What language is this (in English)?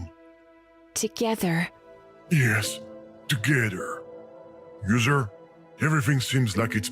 Bavarian